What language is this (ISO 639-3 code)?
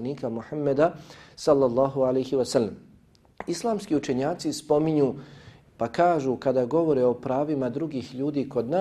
bos